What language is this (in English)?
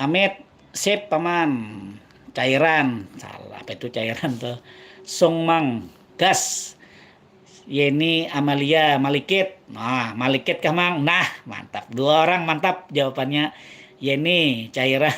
Banjar